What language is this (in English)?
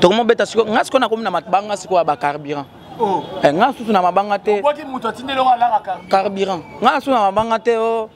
Lingala